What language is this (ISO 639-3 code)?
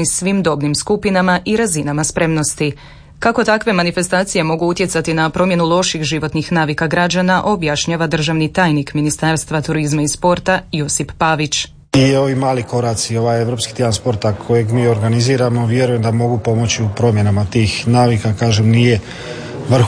hrv